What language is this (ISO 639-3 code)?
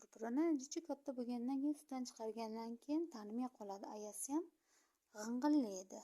uzb